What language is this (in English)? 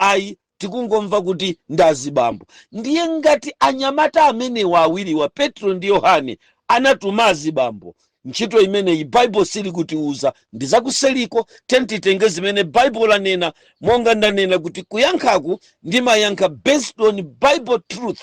Nyanja